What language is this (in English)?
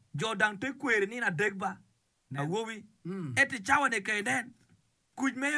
Acoli